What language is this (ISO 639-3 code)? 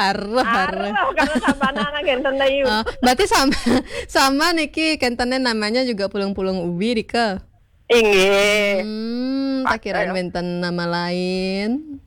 ban